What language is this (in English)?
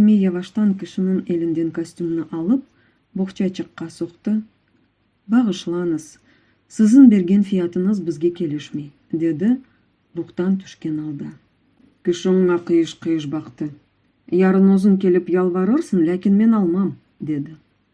Crimean Tatar